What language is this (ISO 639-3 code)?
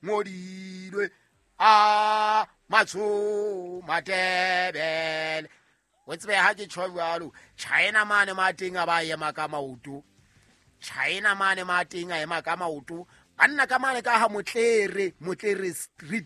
sot